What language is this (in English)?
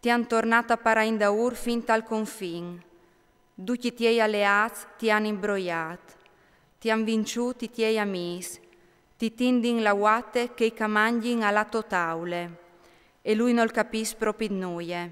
Friulian